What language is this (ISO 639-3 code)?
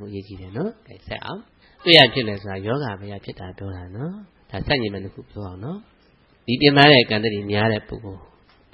mya